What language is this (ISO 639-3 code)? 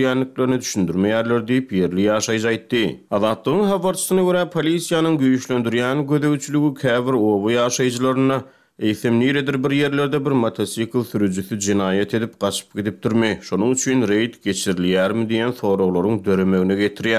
tuk